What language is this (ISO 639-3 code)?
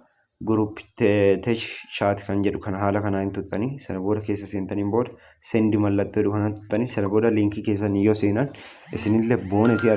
orm